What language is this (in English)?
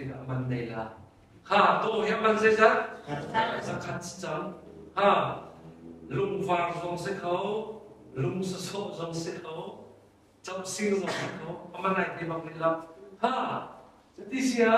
Hakha Chin